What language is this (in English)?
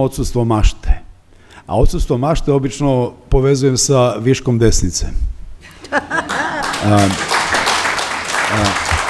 Serbian